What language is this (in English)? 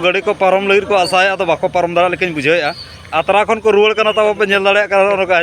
Santali